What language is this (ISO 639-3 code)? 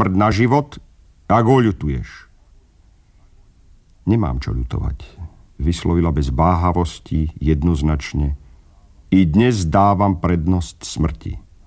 slk